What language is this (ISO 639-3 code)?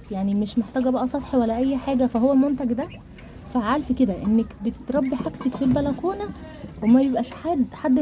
arz